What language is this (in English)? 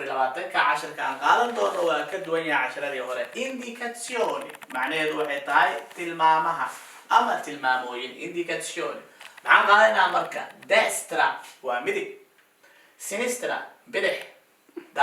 Somali